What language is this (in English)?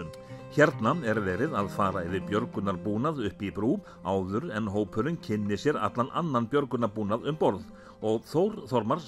Icelandic